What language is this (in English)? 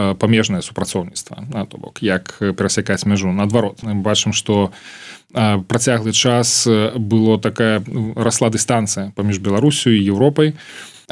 Belarusian